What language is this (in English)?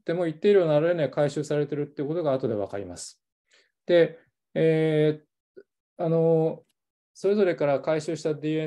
Japanese